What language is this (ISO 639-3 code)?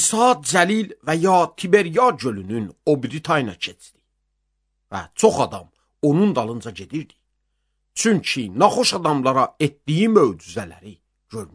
aze